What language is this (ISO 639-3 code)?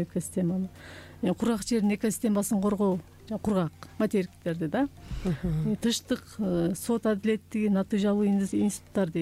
kir